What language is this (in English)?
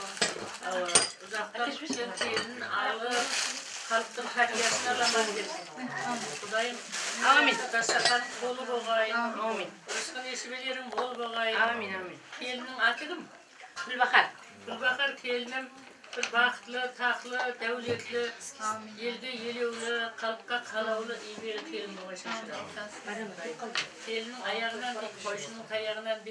Kara-Kalpak